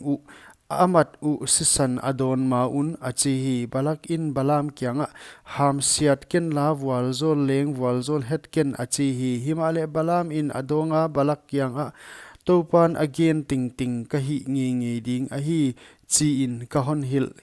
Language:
Paite Chin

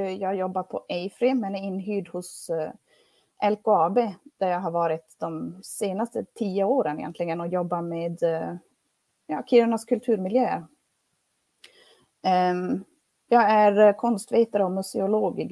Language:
Swedish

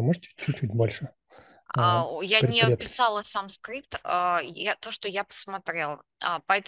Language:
Russian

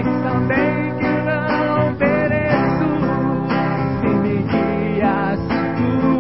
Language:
Portuguese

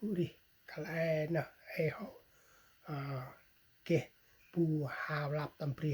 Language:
Central Mnong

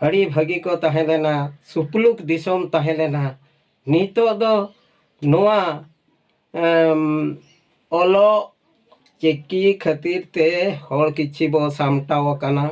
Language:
Santali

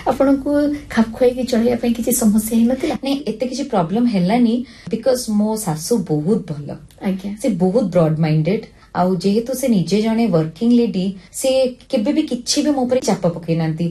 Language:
Odia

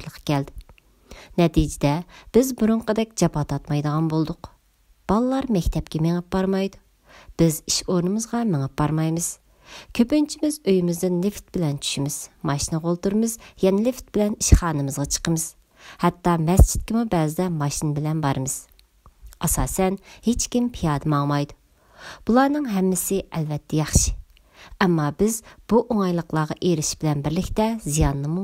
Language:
Uyghur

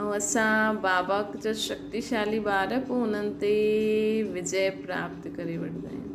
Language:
Sindhi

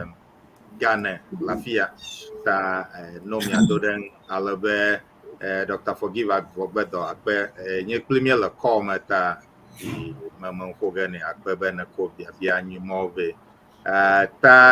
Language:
Ewe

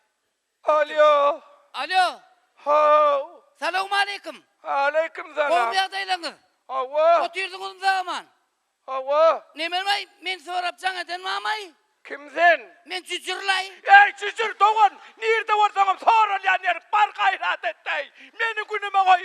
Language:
Turkmen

